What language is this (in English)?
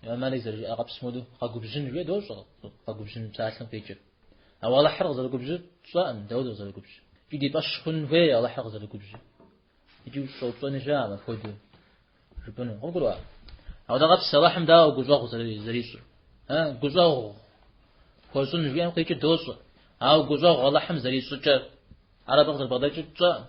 Kabardian